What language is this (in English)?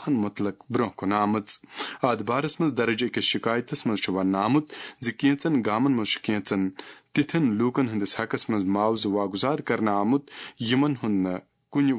Kashmiri